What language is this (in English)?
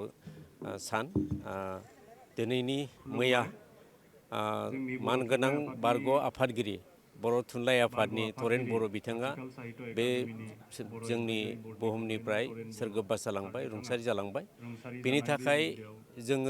Bodo